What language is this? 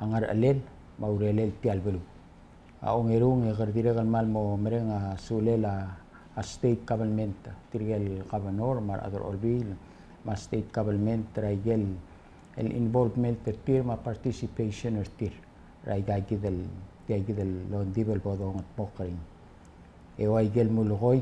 Palauan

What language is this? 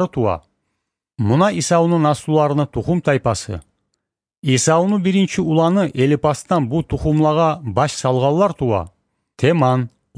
Kumyk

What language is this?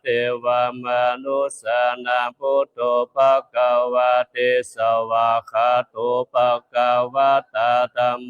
Pali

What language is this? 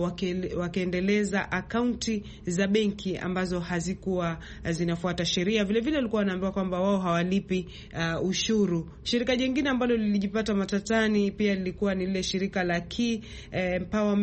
Swahili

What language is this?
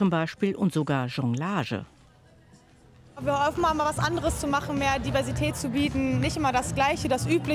German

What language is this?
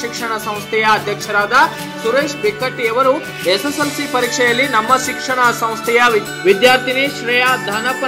Kannada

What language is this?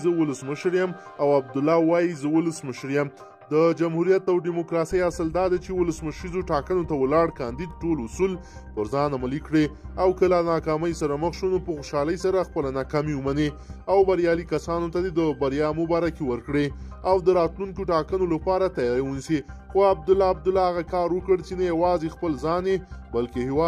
Pashto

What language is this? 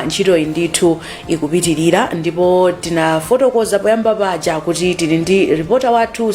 Nyanja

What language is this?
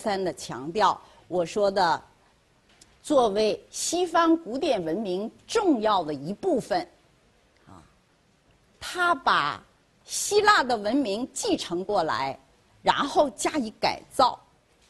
Chinese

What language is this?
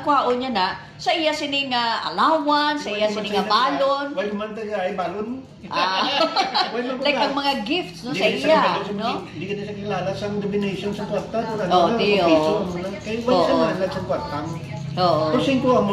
Hiligaynon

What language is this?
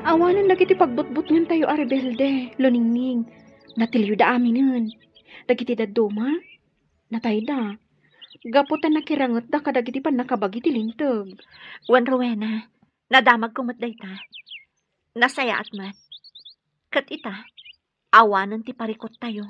Iloko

